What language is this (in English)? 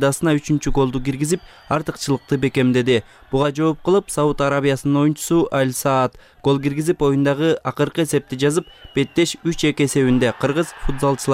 Kyrgyz